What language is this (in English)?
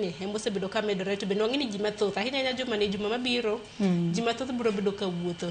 Luo (Kenya and Tanzania)